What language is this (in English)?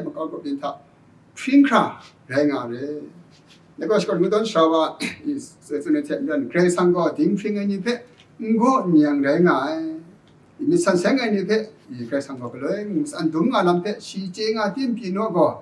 Kachin